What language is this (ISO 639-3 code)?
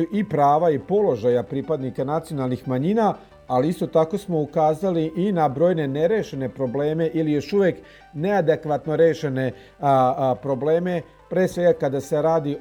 srp